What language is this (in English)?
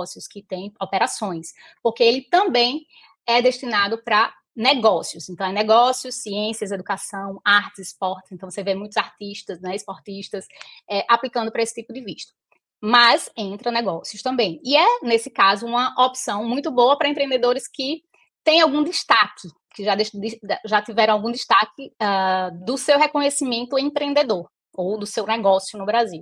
Portuguese